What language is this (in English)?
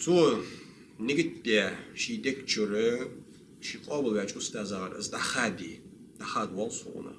Ingush